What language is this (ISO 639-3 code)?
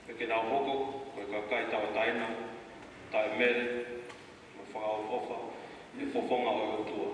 ton